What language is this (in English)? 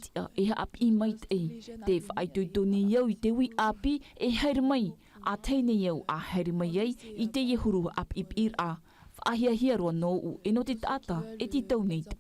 Tahitian